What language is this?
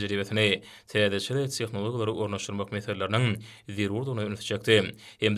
Turkmen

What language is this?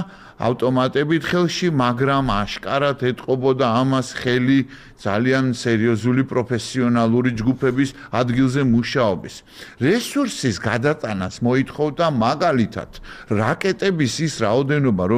Georgian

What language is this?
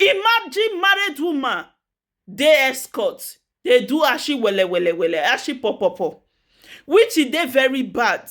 Nigerian Pidgin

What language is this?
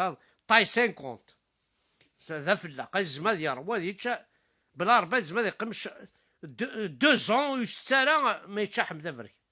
Kabyle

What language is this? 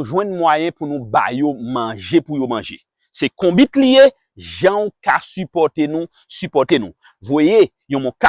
Haitian Creole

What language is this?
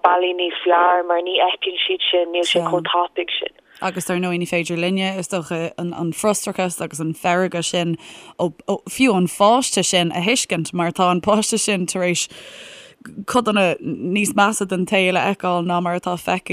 Irish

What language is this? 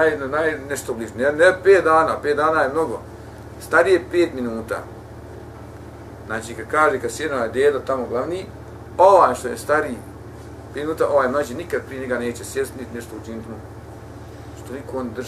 Bosnian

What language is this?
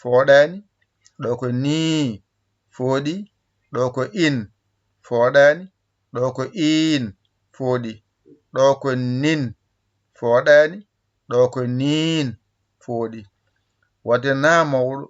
Fula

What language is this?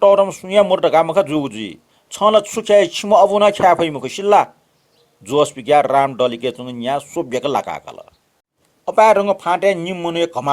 Newari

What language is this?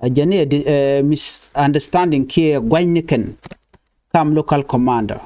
Nuer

